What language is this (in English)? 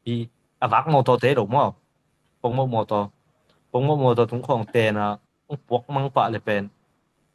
Tedim Chin